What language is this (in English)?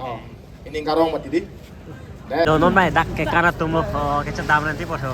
Karbi